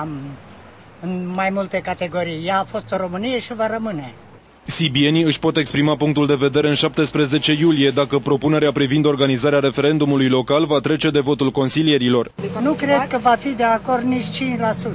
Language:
Romanian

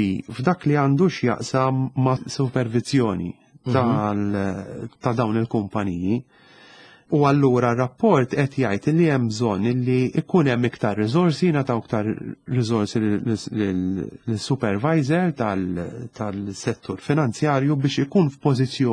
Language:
Maltese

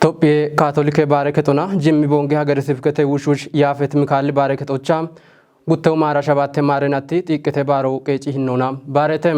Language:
Kafa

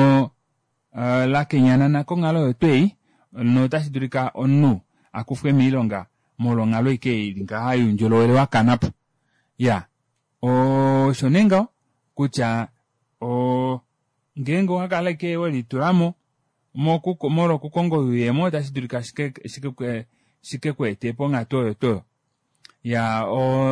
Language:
Kuanyama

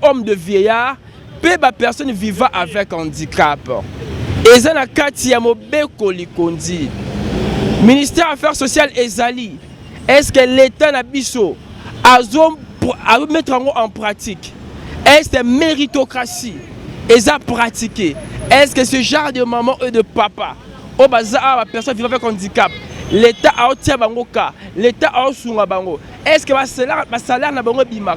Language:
Lingala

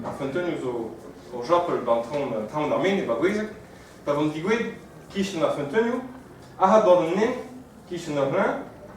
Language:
Breton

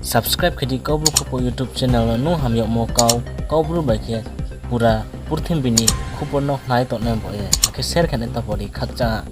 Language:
Riang (India)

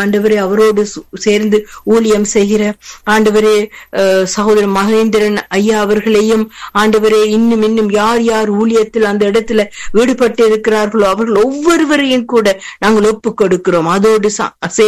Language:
Tamil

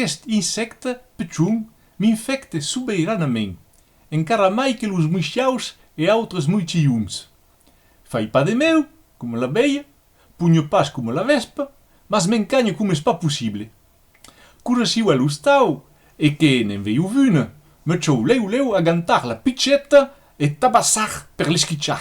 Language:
Occitan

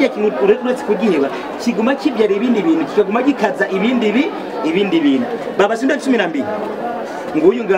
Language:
Rundi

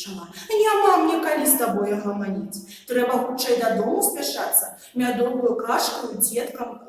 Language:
Belarusian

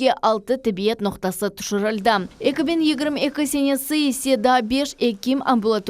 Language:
Crimean Tatar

